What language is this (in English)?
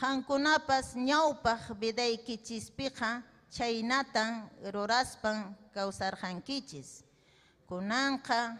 Ayacucho Quechua